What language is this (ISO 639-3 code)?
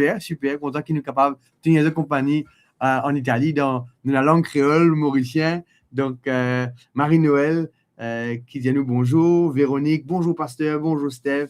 mfe